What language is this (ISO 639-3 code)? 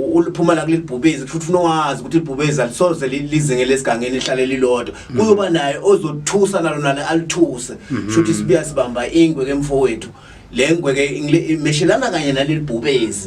zul